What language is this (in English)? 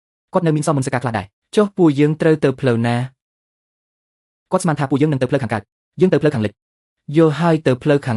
Khmer